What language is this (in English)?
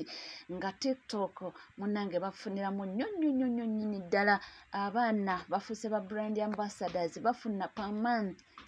Ganda